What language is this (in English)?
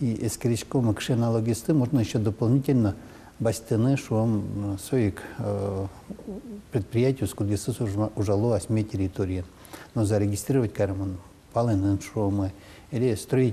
Udmurt